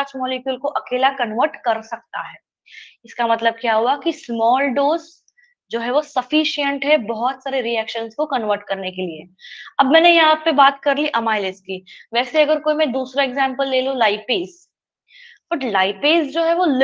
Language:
Hindi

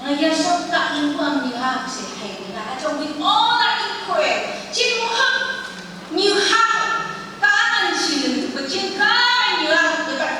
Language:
Phom Naga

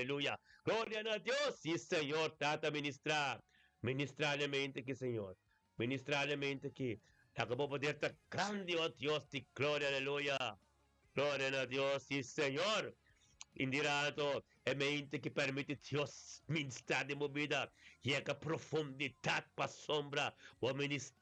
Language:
Papiamento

